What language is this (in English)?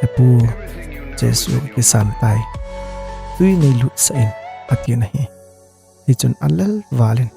Thado Chin